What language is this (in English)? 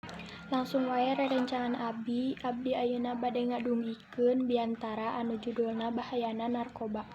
Sundanese